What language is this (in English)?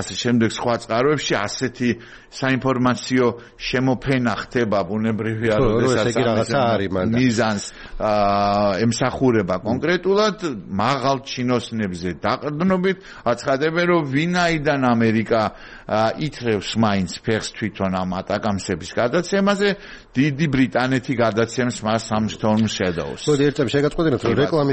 Georgian